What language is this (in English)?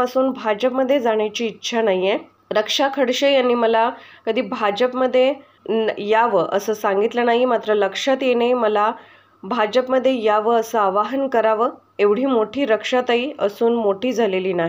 Marathi